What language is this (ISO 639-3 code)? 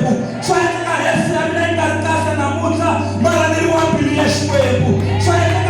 tso